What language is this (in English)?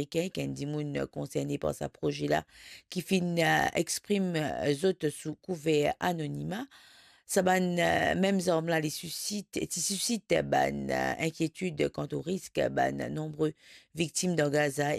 Morisyen